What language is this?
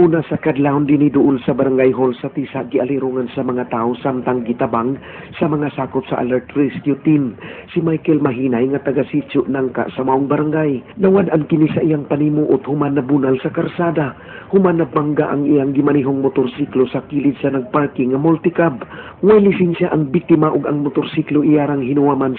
Cebuano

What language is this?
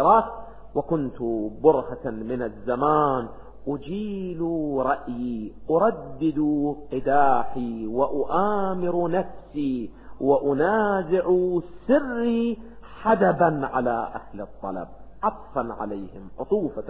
Arabic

